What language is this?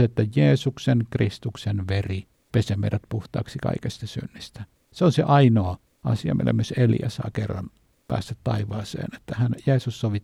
Finnish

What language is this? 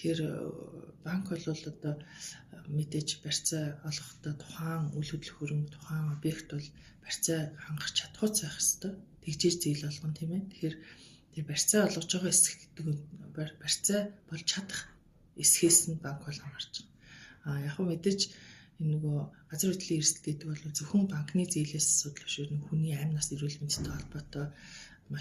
Mongolian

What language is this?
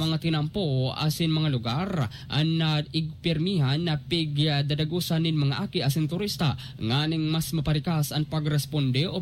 Bikol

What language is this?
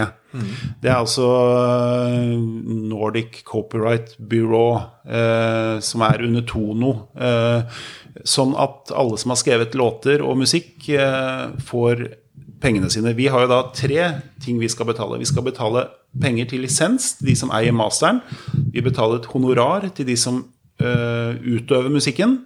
Norwegian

